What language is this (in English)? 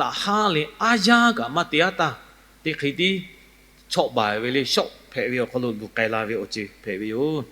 Lahu